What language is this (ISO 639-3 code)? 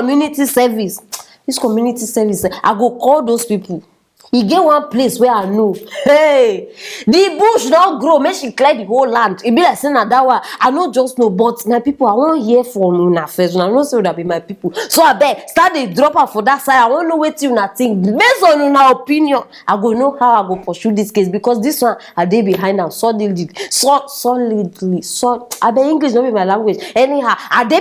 pcm